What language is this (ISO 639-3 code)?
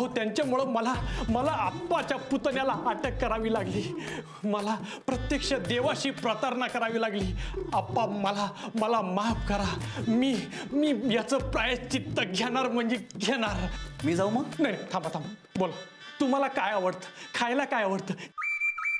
mar